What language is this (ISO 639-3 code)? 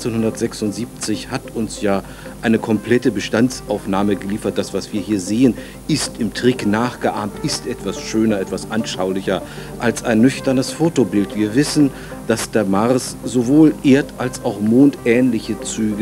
deu